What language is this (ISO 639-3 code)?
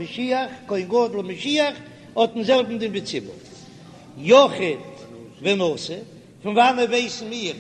yid